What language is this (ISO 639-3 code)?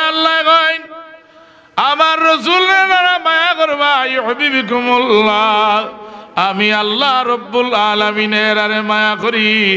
syl